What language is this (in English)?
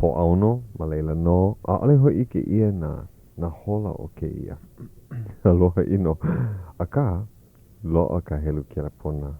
Hawaiian